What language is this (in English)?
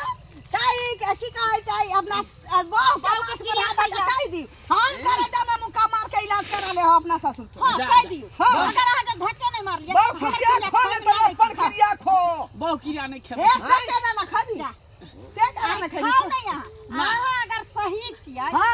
Maithili